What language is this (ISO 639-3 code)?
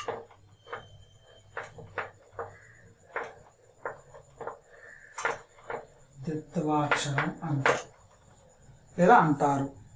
tel